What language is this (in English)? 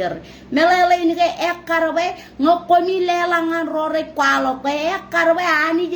Marshallese